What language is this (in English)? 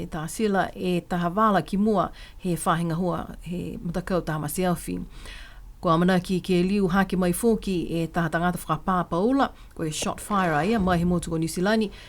Niuean